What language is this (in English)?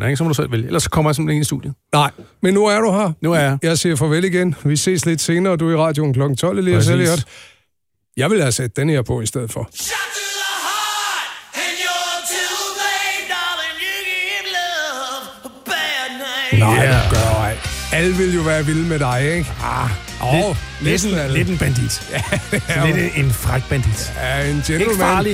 Danish